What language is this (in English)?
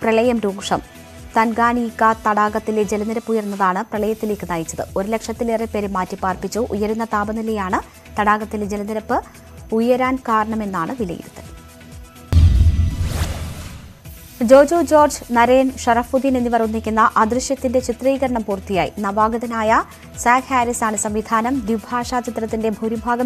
Malayalam